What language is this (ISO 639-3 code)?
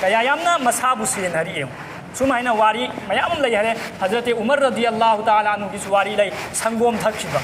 mni